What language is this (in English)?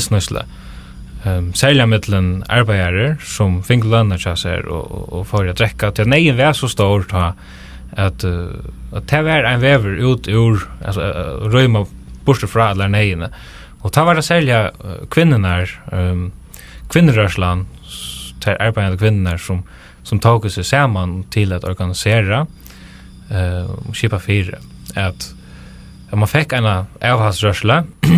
Faroese